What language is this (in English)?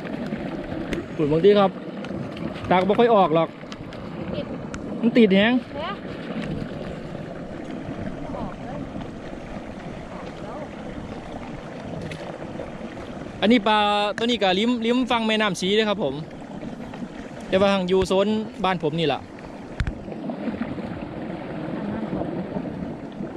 Thai